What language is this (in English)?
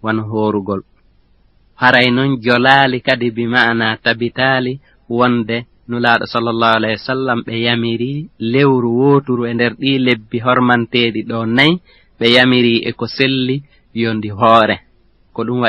Fula